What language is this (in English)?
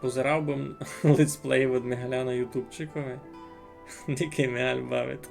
Rusyn